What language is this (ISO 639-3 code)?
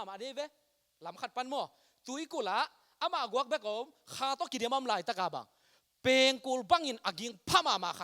ctd